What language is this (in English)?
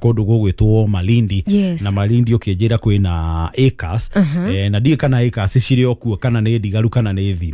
Kikuyu